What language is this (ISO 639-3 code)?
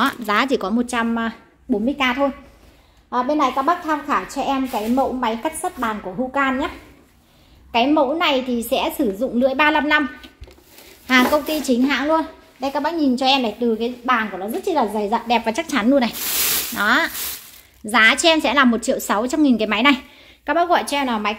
vie